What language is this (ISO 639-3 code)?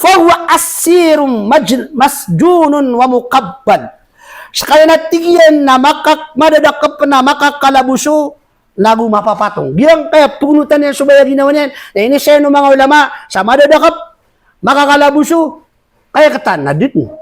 mrw